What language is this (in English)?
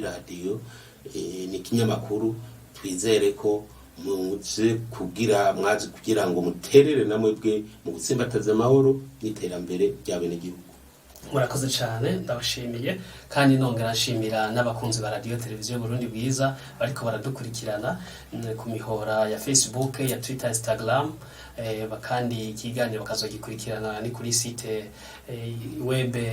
Rundi